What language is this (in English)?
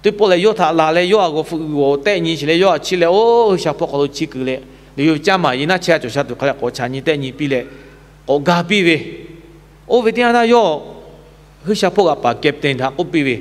Lahu